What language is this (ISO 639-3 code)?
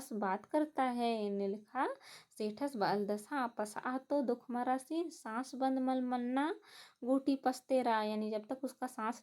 kru